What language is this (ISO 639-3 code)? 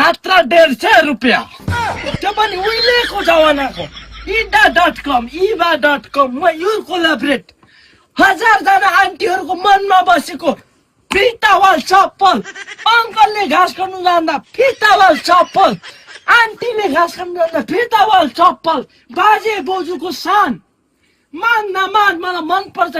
nep